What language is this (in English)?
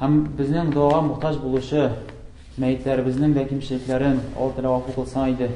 Tatar